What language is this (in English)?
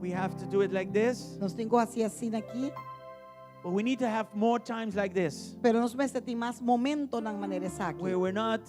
Papiamento